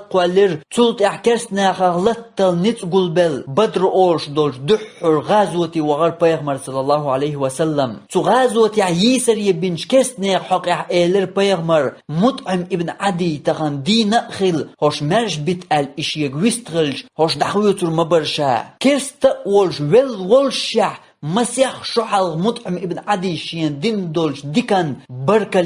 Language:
Chechen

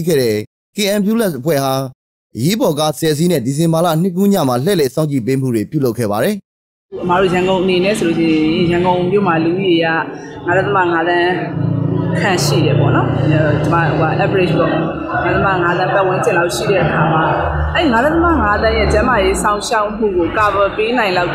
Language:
Burmese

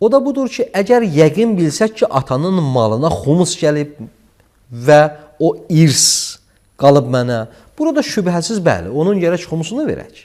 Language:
Azerbaijani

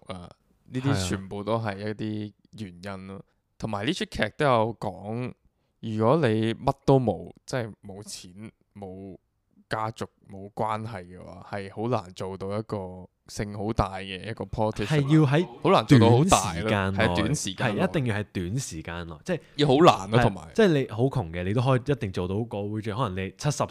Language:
Cantonese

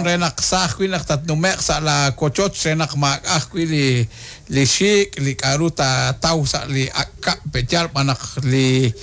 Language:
Kekchí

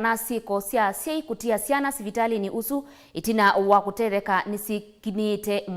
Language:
Kamba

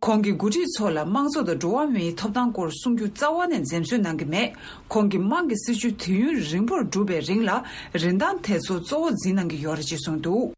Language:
Tibetan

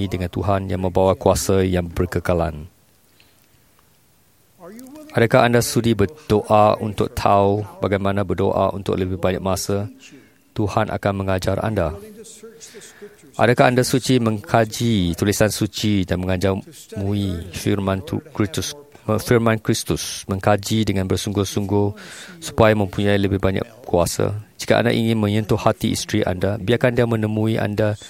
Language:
Malay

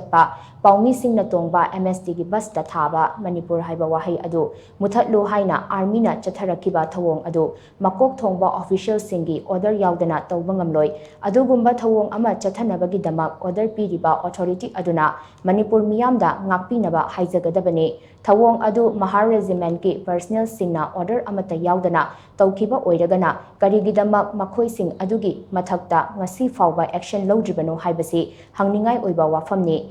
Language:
Manipuri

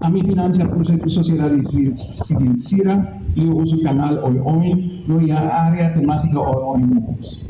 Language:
Tetum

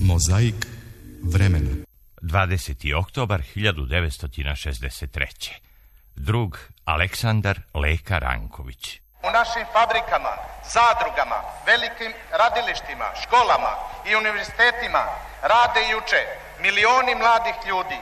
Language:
Serbian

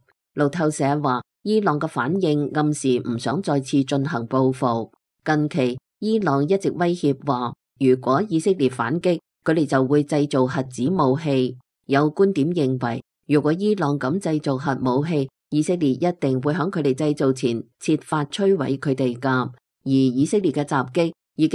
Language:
Cantonese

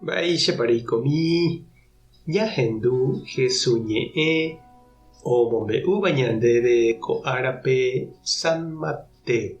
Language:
Guarani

